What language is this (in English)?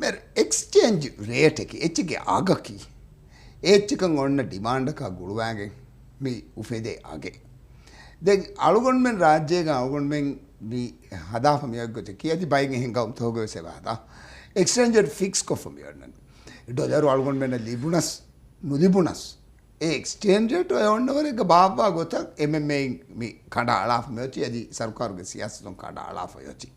Divehi